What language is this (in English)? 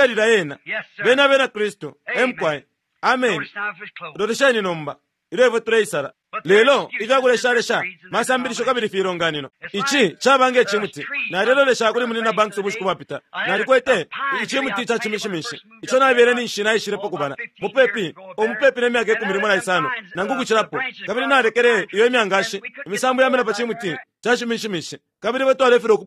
Bemba